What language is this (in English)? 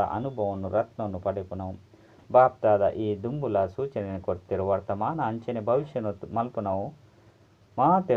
Tulu